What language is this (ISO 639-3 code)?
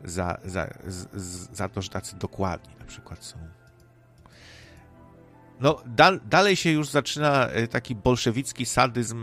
pol